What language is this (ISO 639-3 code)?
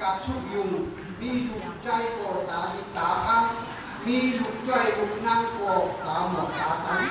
shn